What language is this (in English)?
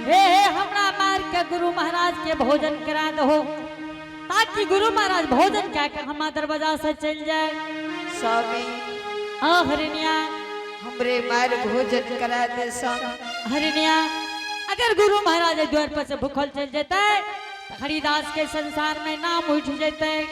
Angika